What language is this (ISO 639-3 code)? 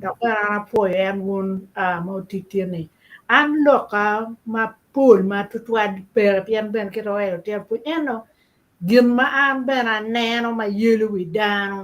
ach